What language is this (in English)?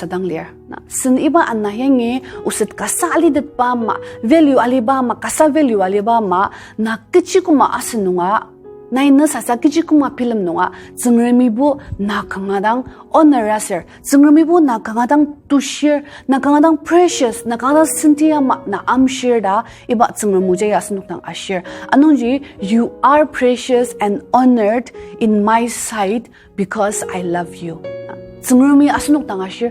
Ao Naga